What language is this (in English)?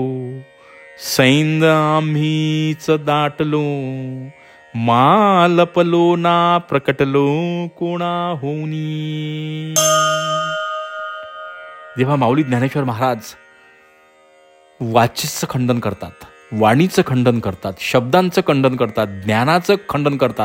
Marathi